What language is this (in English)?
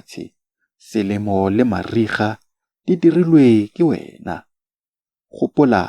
Tswana